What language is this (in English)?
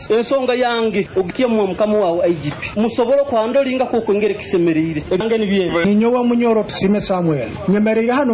Nyoro